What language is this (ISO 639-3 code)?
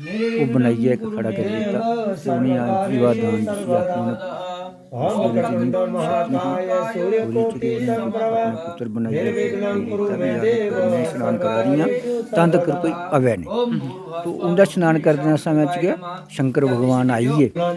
doi